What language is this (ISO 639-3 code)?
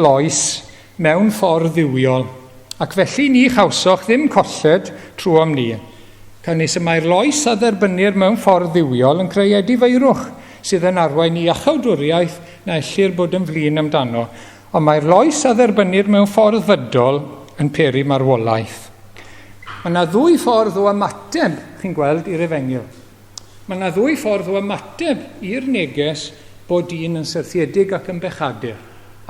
cym